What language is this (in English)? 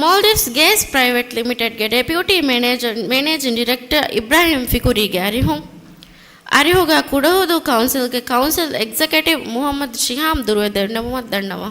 Divehi